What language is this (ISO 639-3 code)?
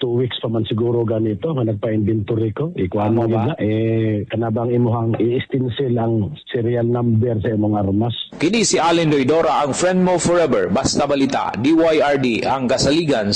ceb